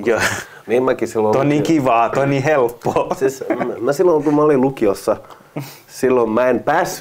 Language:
Finnish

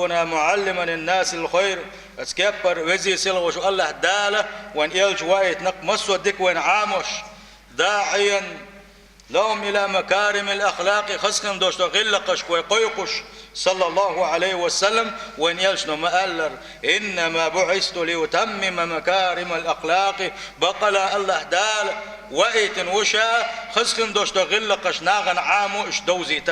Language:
Chechen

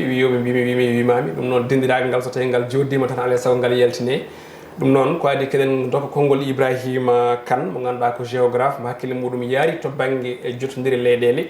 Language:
Fula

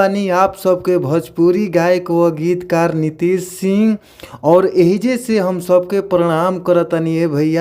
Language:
Bhojpuri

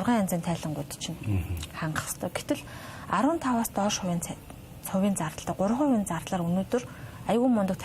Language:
Mongolian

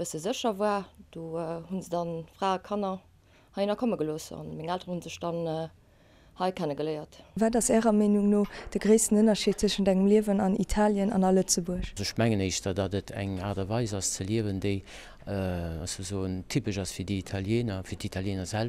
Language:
Luxembourgish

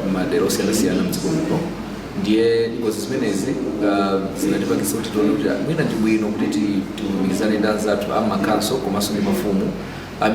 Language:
Nyanja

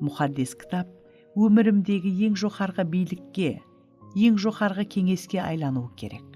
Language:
Kara-Kalpak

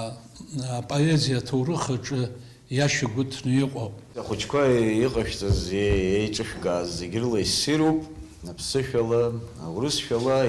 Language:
Abkhazian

